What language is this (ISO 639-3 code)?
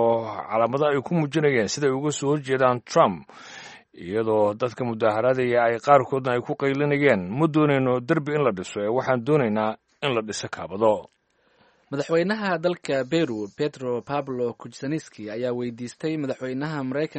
som